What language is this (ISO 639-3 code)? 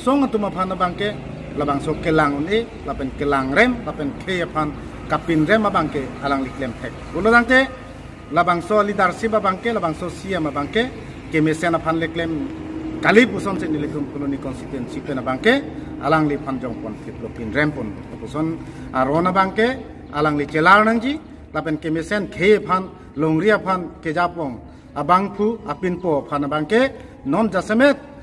mjw